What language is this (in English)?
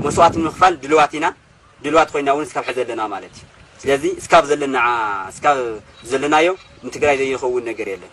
Tigrinya